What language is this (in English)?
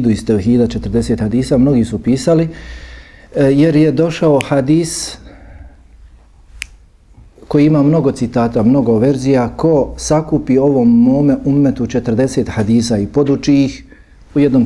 Bosnian